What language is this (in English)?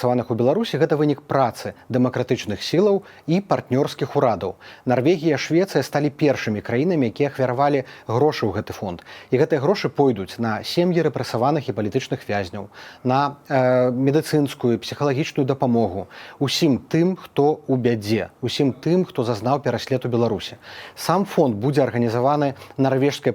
Belarusian